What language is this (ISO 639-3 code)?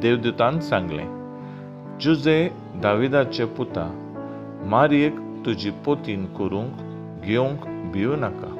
kok